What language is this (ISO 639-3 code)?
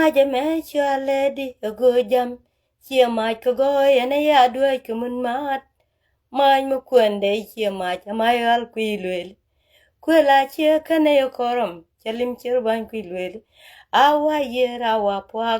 nus